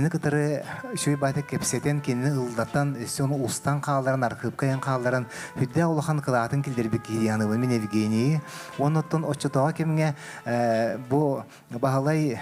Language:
Yakut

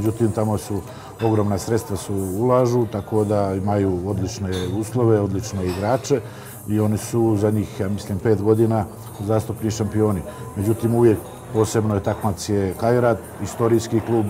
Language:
Bosnian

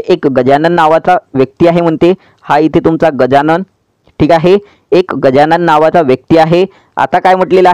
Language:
Marathi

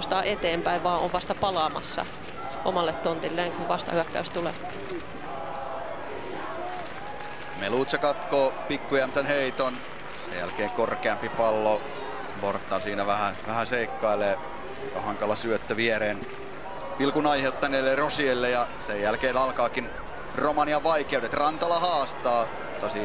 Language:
Finnish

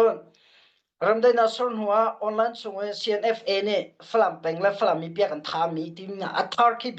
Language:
Hakha Chin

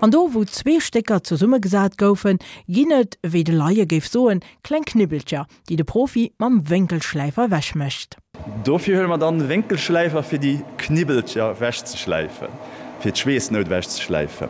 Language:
Luxembourgish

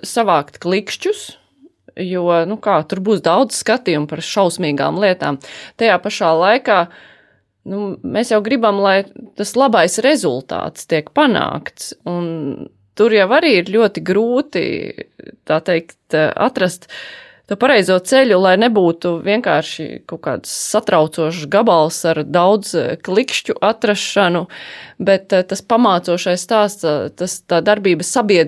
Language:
Latvian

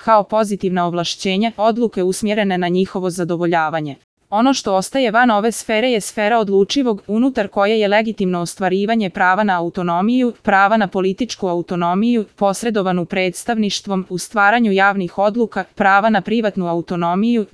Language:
Serbian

